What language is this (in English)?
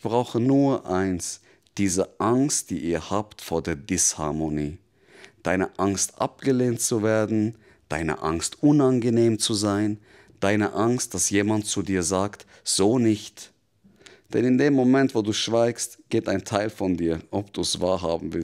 Swiss German